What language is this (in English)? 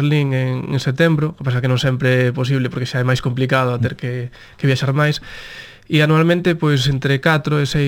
Galician